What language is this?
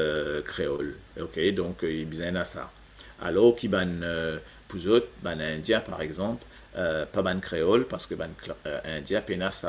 Morisyen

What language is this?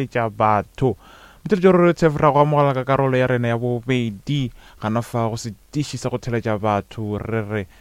Northern Sotho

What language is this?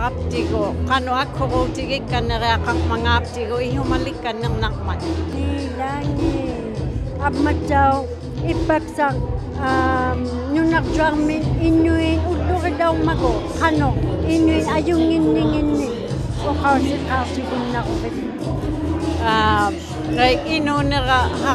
Inuktitut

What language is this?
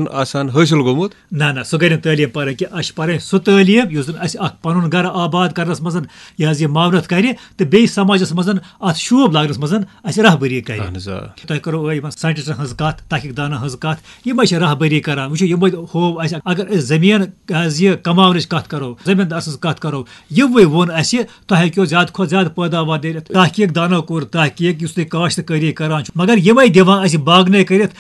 Kashmiri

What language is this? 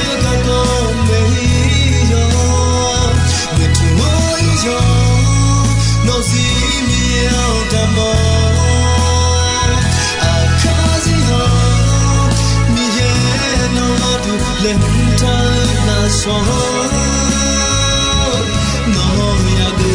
Akha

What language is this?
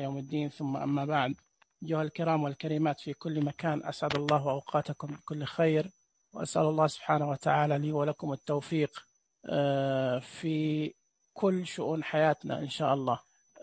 Najdi Arabic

